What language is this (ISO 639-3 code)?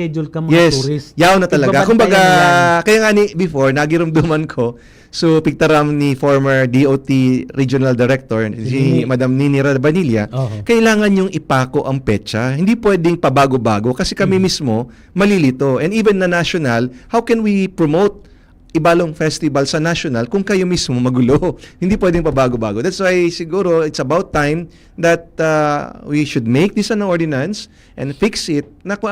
bik